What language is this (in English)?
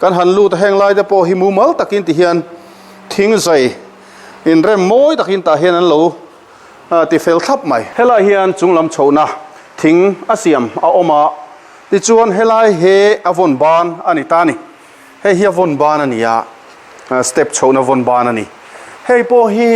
Mizo